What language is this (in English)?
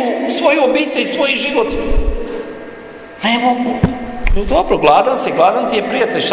Croatian